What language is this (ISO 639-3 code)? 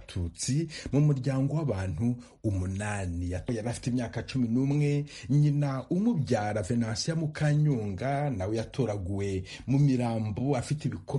kin